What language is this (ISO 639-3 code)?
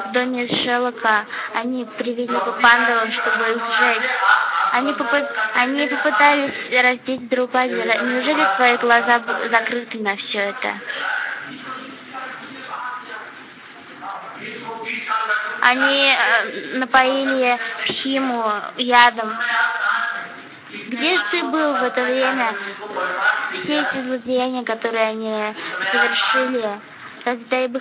rus